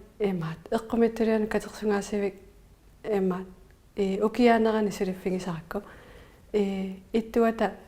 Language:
Kalaallisut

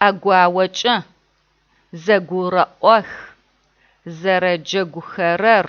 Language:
Adyghe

